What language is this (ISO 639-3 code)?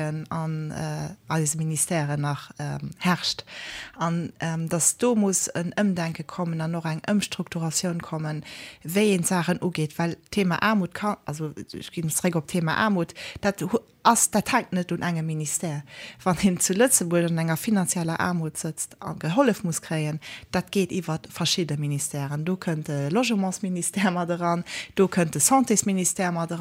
ltz